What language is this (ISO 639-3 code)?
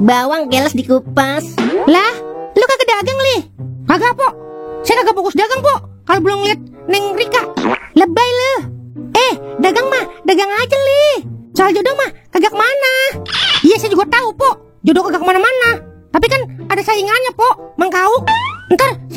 bew